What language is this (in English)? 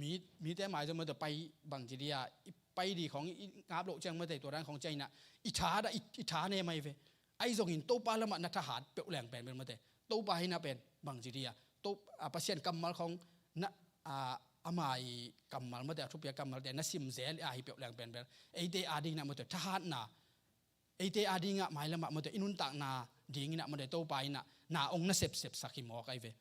Tedim Chin